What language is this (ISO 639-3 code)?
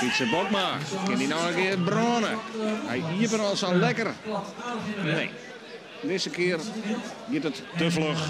fry